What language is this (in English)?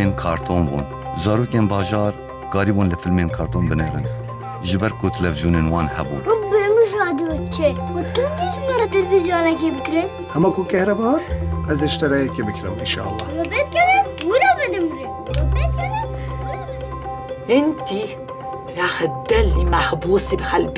Kurdish